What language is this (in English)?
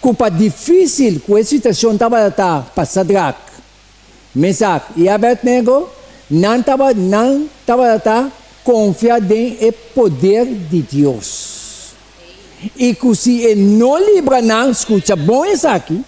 Papiamento